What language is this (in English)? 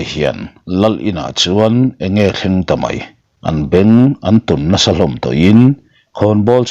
Mizo